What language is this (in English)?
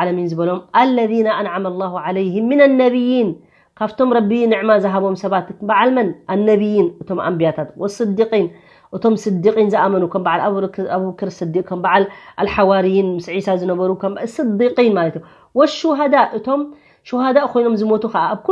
Tigrinya